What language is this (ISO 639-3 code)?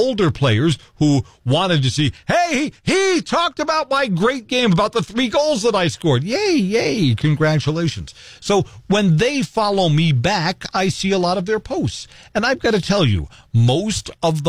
eng